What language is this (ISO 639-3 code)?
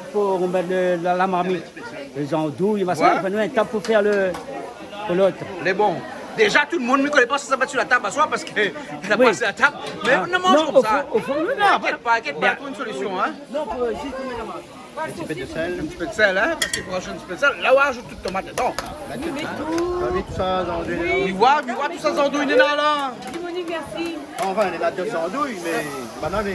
rcf